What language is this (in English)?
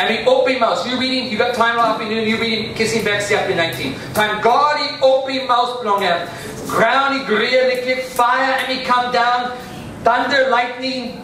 Tok Pisin